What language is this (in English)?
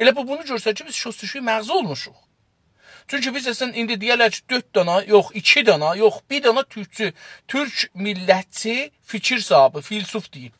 South Azerbaijani